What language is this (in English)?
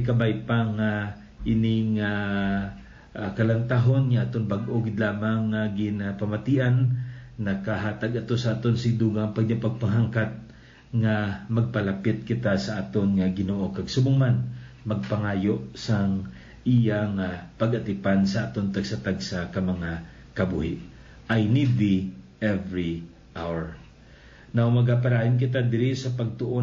Hiligaynon